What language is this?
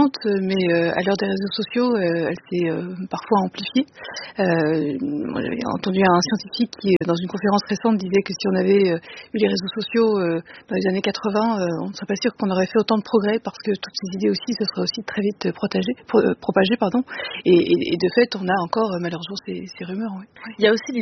French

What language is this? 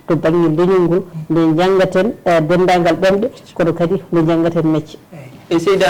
Fula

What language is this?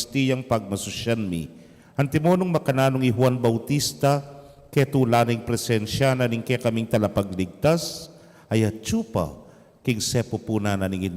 Pampanga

